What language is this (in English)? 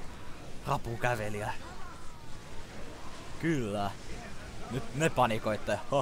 Finnish